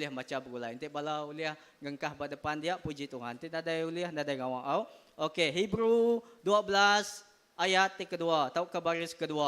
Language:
Iban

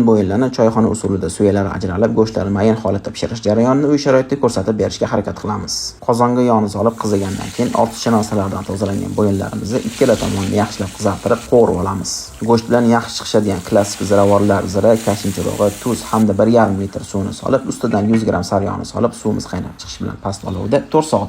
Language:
Uzbek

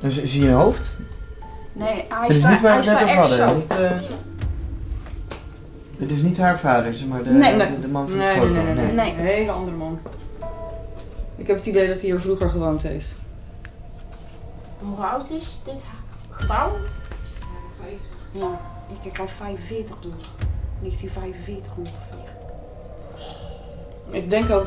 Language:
Dutch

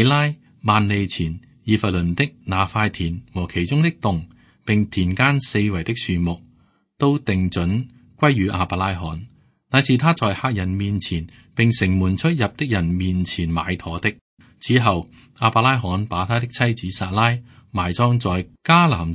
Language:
Cantonese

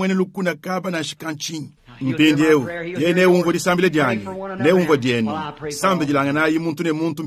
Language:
Luba-Lulua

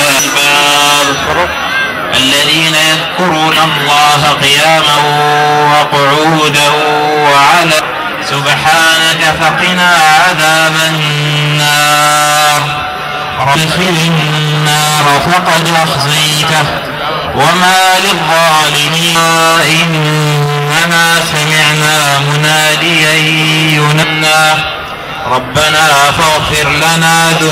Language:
Arabic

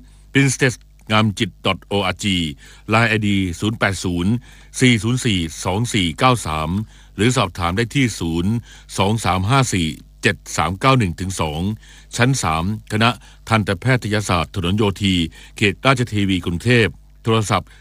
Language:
Thai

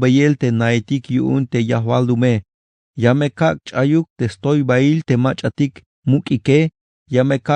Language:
Tzeltal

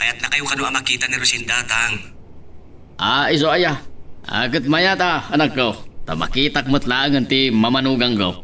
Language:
Iloko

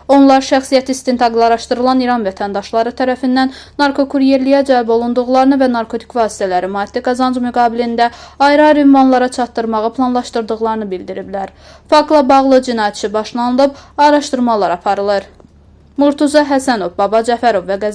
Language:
Azerbaijani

